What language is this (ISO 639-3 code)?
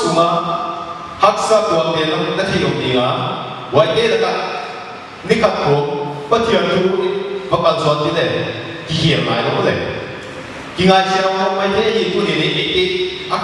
pck